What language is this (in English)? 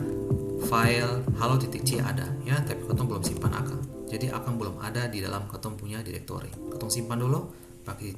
Ambonese Malay